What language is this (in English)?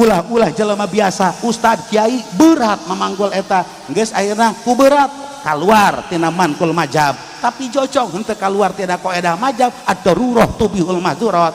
Sundanese